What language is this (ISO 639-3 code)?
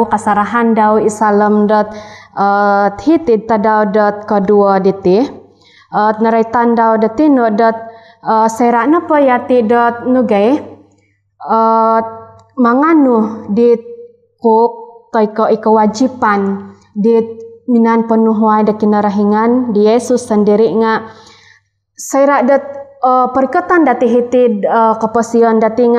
dtp